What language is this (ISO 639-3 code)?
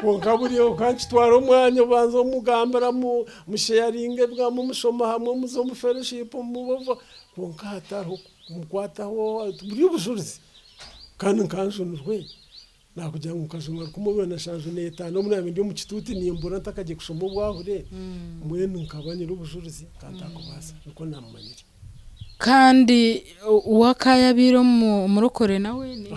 nyn